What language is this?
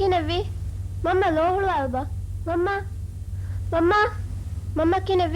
Divehi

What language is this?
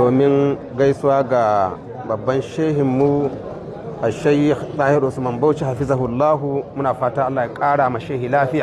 Hausa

